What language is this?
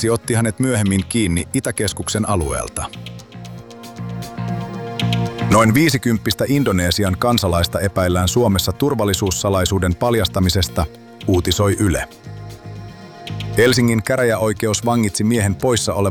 Finnish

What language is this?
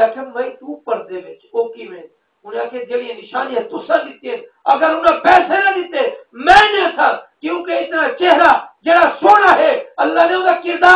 Saraiki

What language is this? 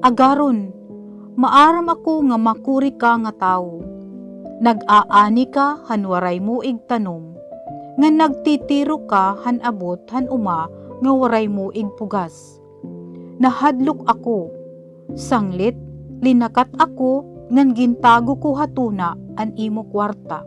Waray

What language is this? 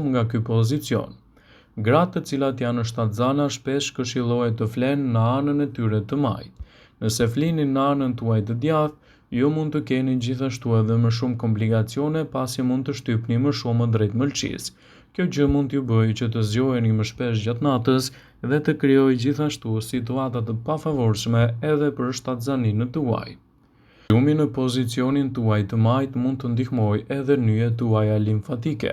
Albanian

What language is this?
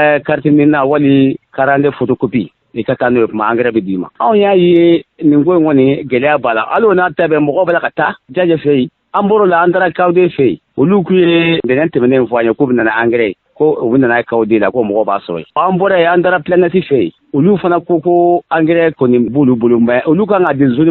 Bambara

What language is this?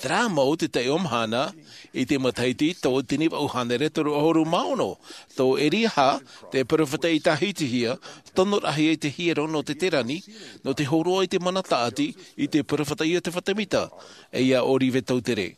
Tahitian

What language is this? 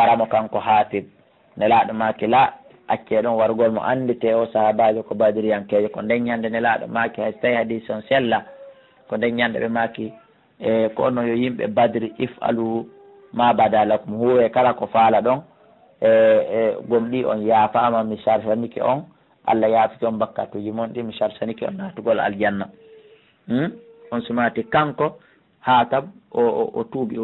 Pular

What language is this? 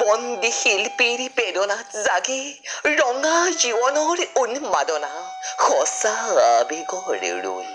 Assamese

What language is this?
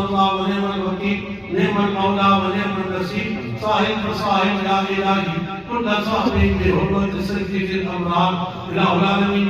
Pahari-Potwari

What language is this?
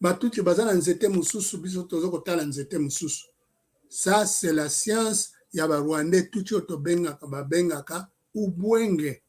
Lingala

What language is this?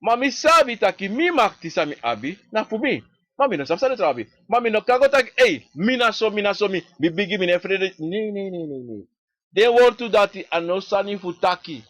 Sranan Tongo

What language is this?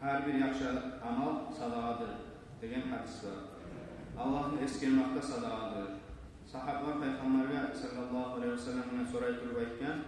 Kumyk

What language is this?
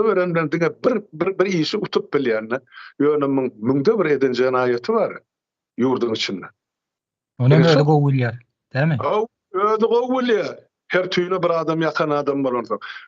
Turkmen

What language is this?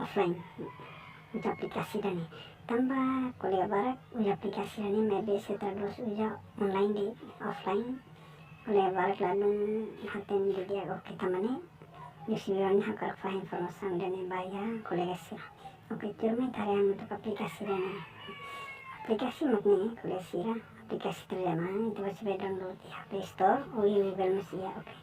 Tetum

